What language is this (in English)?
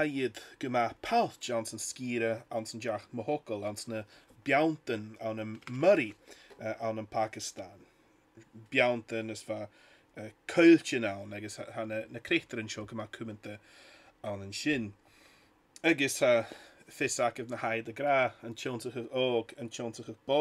Scottish Gaelic